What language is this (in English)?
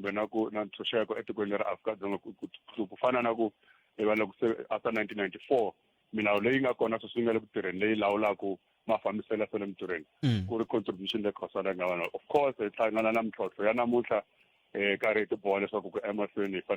Tsonga